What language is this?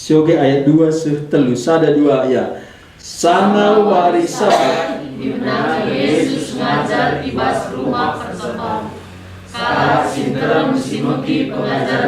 Batak Karo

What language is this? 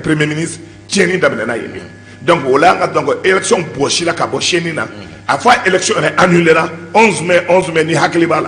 Bambara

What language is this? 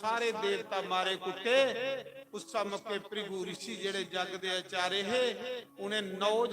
Dogri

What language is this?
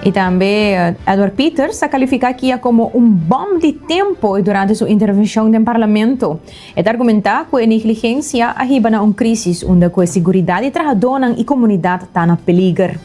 Papiamento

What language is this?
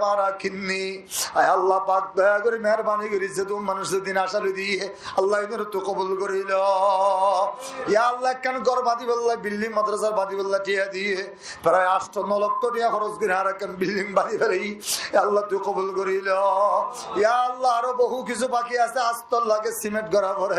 Rohingya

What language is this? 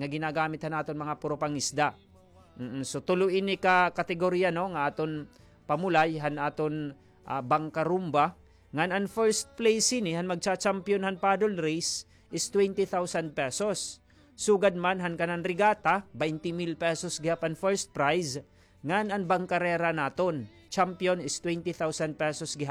Waray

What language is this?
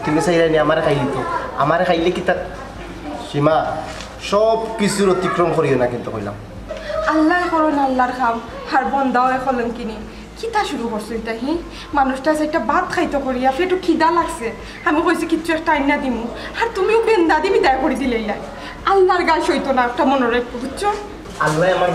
Sylheti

